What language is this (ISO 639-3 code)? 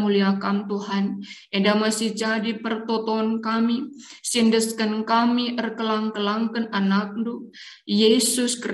btx